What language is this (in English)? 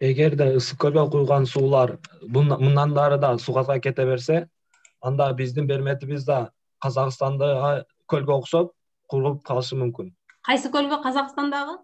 Kyrgyz